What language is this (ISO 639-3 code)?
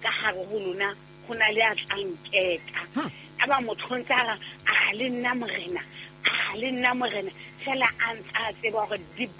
sot